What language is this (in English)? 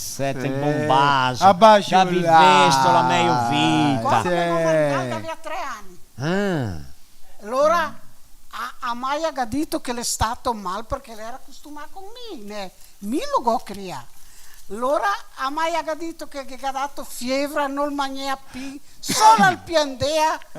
Venetian